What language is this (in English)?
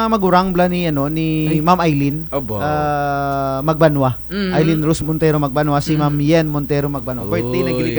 Kinaray-a